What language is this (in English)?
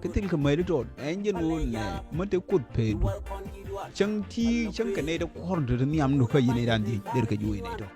Nuer